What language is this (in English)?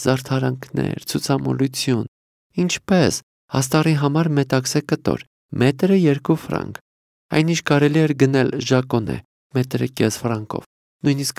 Armenian